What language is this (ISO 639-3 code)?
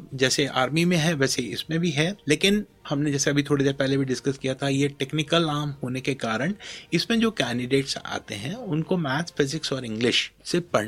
hin